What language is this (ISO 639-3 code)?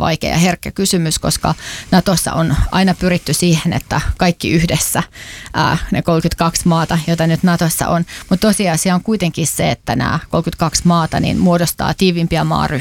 fin